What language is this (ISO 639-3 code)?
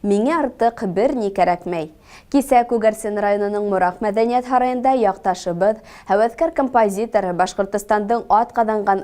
bak